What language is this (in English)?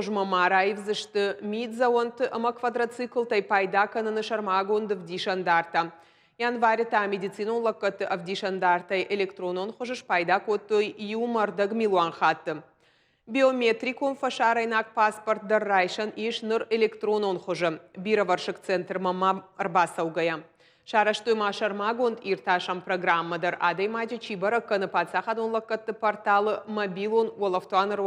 Ossetic